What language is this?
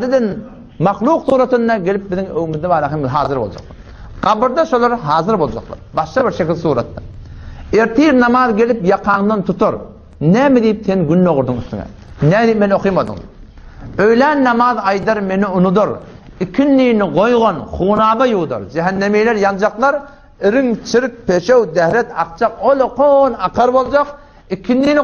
Turkmen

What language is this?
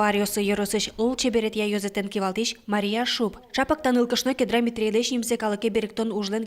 Udmurt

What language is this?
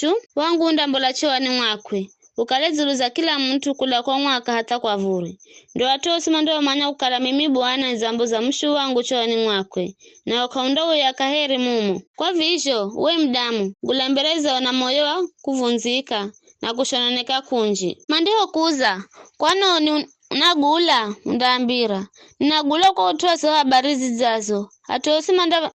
Giryama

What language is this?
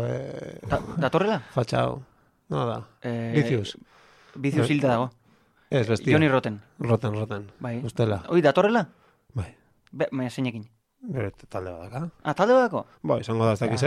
Basque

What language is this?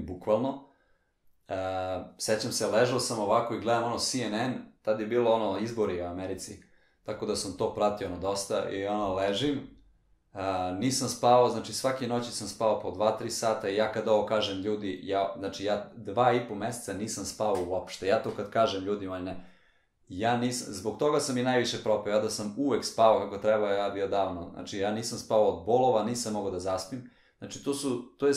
Serbian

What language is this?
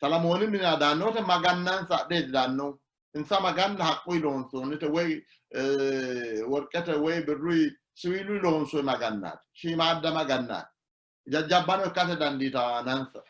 Sidamo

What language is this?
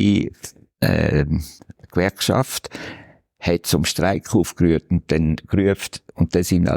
Swiss German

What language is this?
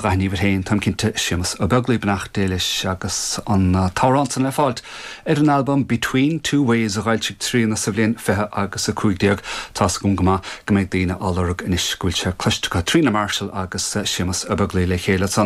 Irish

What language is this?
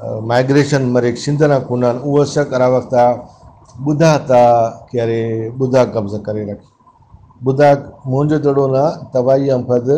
Brahui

